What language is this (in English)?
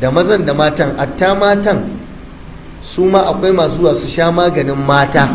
Hausa